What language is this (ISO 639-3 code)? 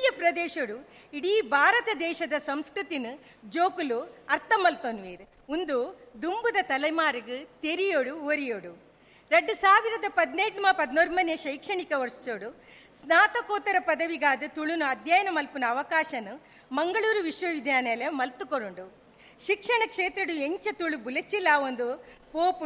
tcy